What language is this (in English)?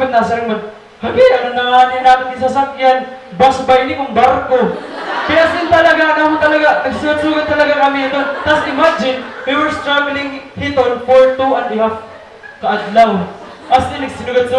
Waray